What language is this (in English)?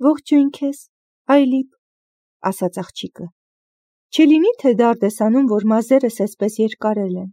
Armenian